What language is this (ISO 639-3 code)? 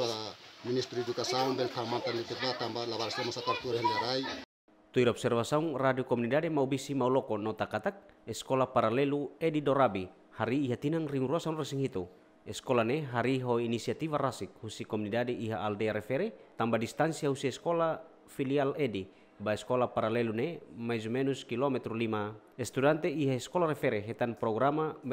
tet